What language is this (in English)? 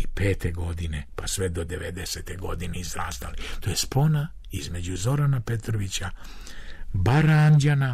Serbian